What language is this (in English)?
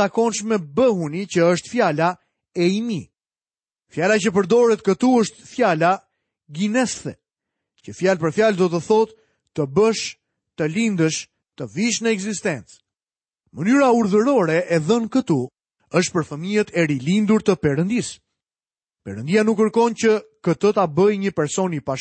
Albanian